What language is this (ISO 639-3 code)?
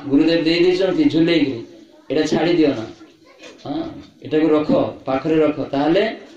ori